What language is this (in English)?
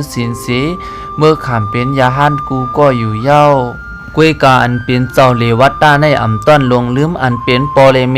Shan